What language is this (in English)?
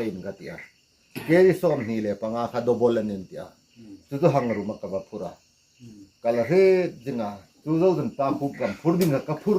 Hmar